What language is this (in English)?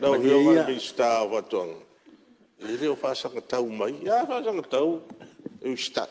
Samoan